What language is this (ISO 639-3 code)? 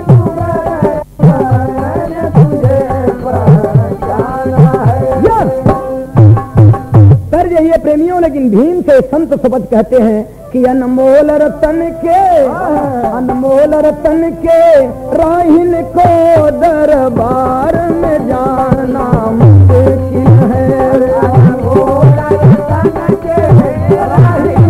bho